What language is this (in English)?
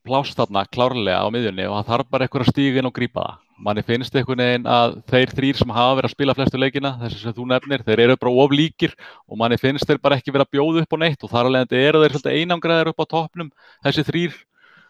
Icelandic